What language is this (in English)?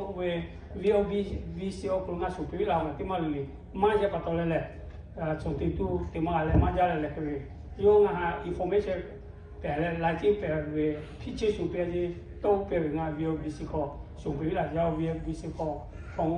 Lahu